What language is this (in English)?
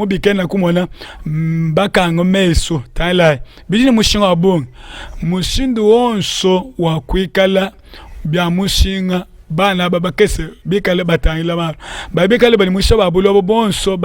Luba-Lulua